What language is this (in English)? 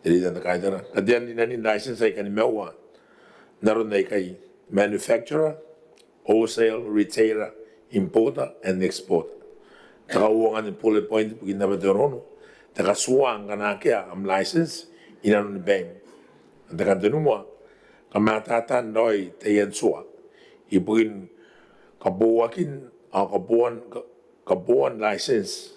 Gilbertese